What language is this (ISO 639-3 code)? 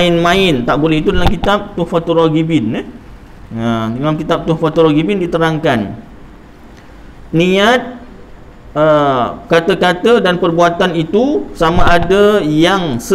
msa